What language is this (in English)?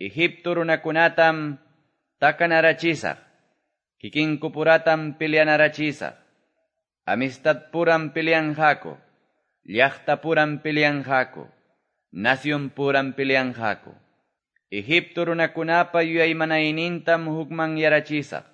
Quechua